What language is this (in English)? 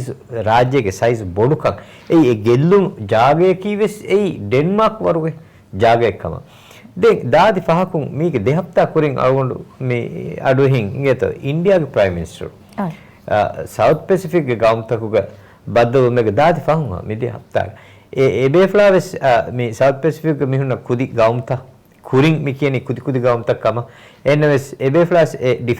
Divehi